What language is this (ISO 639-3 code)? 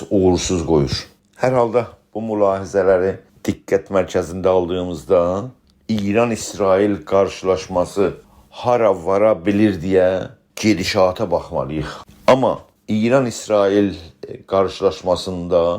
azb